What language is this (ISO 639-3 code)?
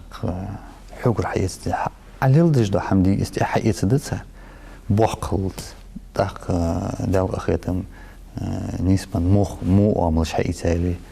inh